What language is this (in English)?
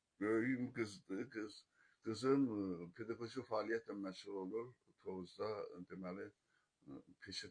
Azerbaijani